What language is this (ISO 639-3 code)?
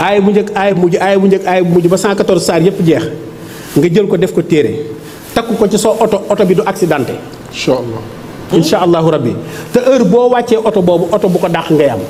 wol